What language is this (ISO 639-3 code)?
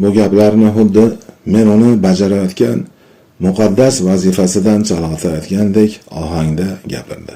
uzb